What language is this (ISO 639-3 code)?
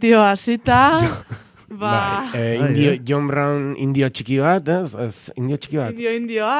eus